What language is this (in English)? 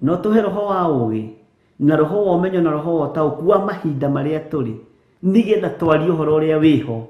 Kikuyu